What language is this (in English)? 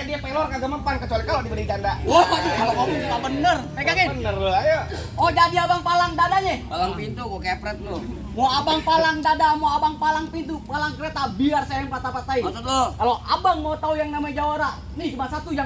Betawi